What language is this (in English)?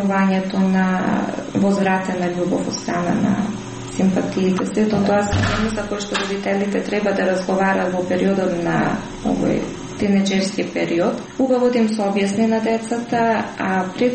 Macedonian